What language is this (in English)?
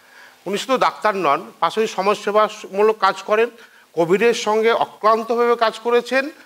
Bangla